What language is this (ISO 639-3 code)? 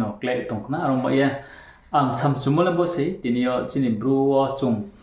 ria